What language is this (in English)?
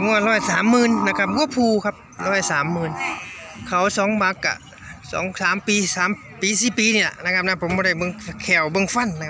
Northeastern Thai